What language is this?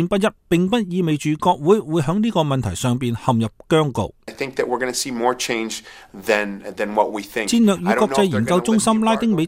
Cantonese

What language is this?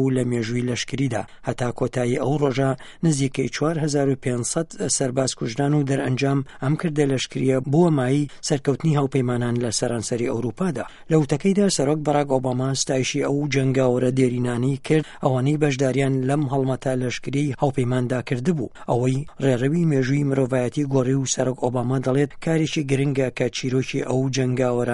Central Kurdish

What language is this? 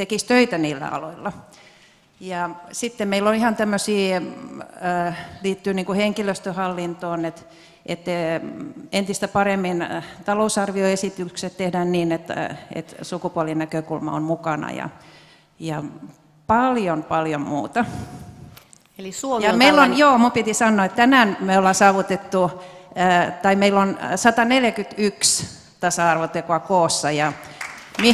Finnish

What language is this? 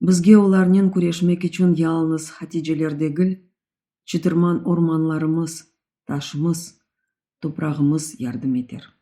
Crimean Tatar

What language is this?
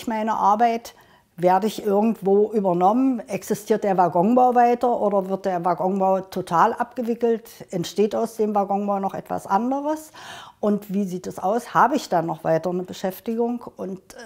German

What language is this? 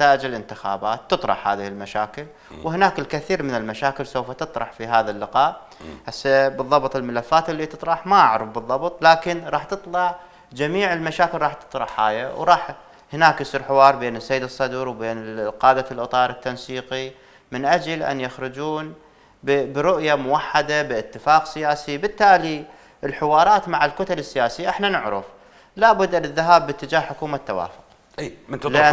Mesopotamian Arabic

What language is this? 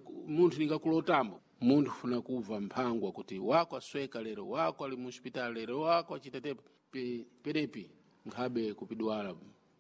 Sena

